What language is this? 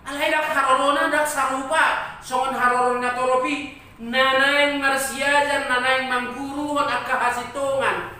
Batak Toba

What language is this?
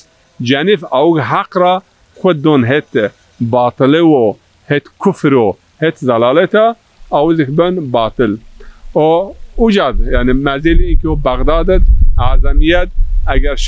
Zaza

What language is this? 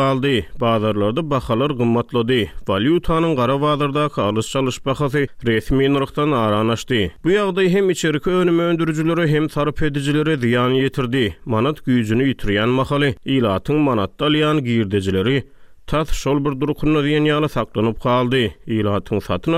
Turkmen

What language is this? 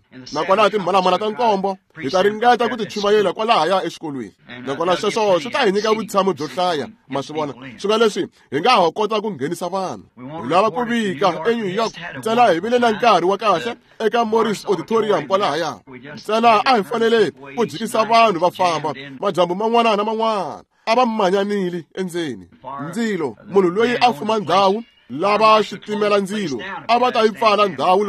Tsonga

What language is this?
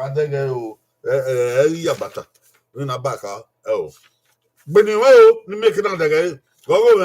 Bini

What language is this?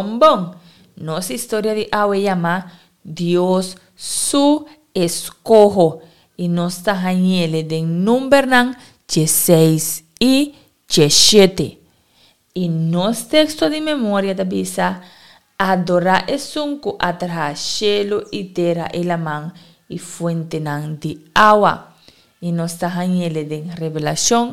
Papiamento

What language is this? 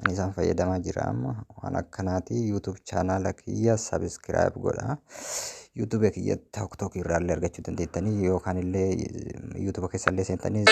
Oromo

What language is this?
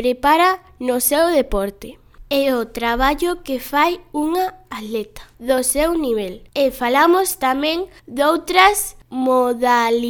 Galician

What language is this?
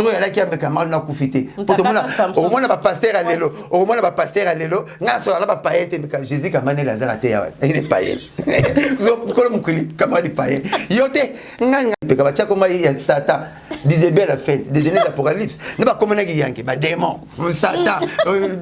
Lingala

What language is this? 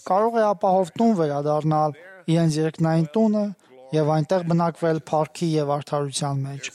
Armenian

